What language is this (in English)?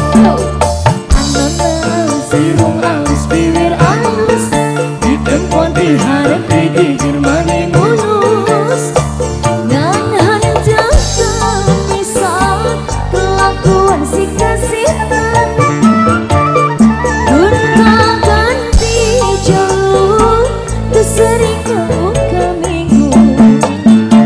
Indonesian